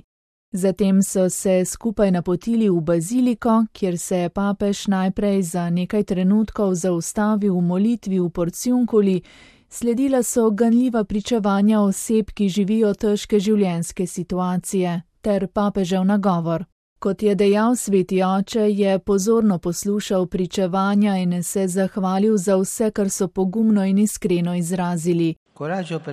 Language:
Slovenian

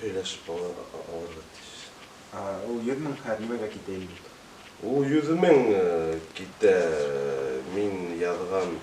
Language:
Bashkir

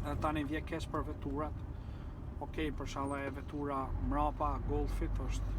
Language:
Albanian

